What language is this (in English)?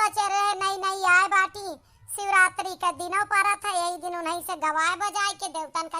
Awadhi